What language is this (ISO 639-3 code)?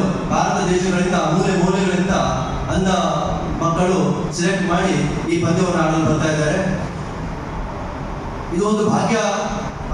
kan